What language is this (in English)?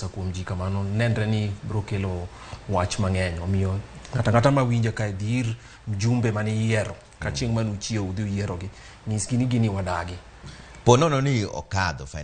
Luo (Kenya and Tanzania)